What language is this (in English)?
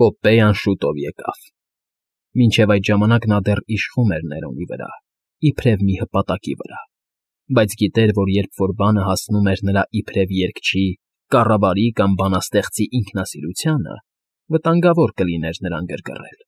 Armenian